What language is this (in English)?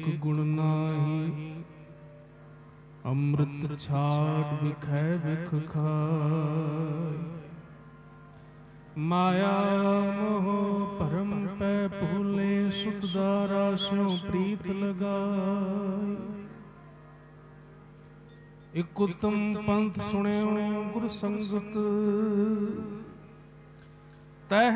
Punjabi